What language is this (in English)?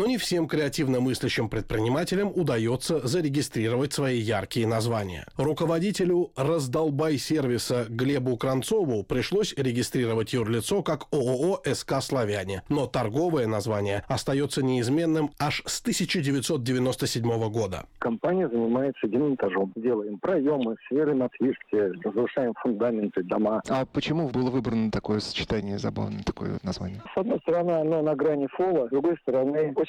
Russian